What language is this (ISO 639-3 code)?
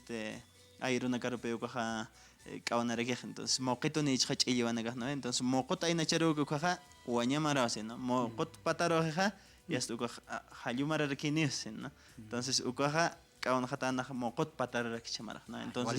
aym